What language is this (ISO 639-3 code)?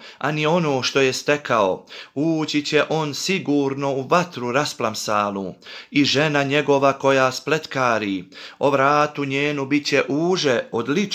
bos